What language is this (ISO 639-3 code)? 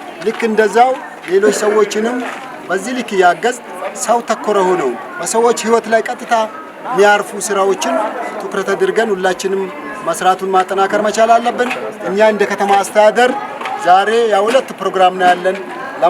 amh